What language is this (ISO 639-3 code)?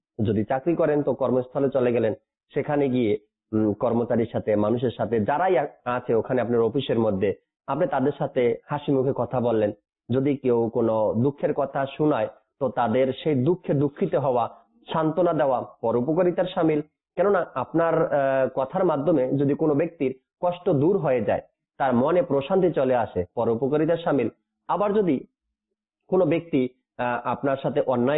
ben